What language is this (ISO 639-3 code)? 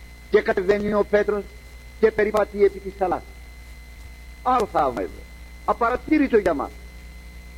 ell